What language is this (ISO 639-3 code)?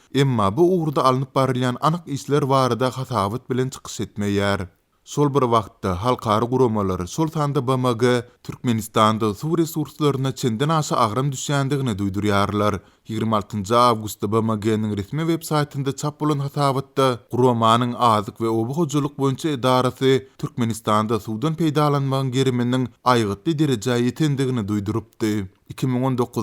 tuk